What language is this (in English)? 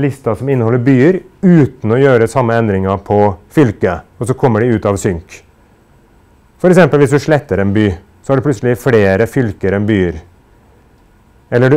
Norwegian